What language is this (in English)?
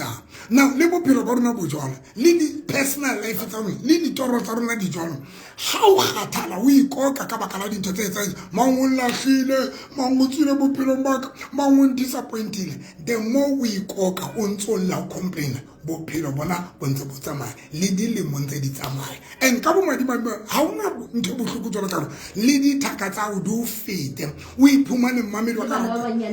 Southern Sotho